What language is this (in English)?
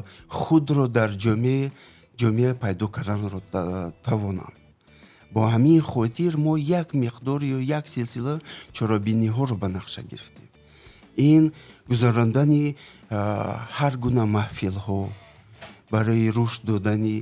Tajik